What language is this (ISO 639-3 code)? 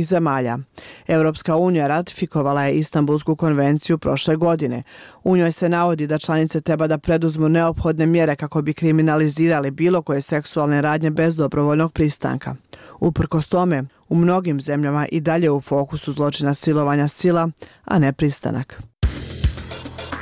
bos